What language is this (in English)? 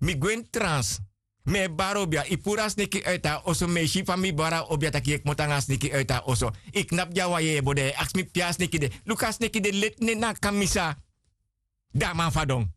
Sranan Tongo